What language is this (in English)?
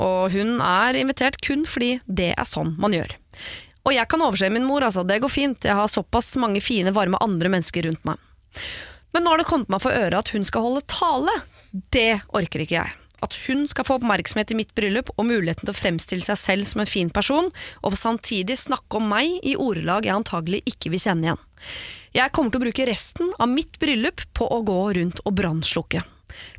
Norwegian